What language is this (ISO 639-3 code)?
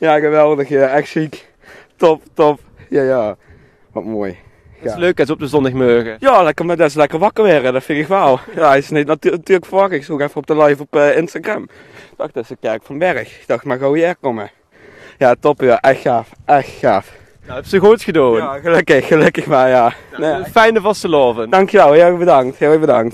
lim